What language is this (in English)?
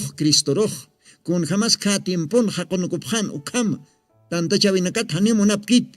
Aymara